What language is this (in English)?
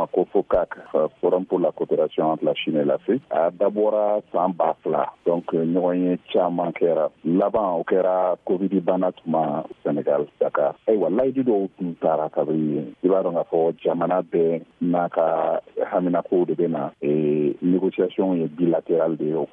Bambara